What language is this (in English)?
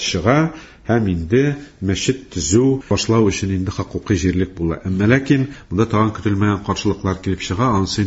Tatar